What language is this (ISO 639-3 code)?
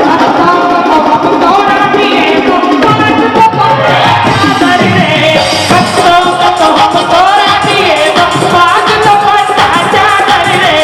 mai